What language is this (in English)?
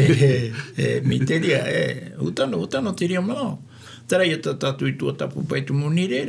Tahitian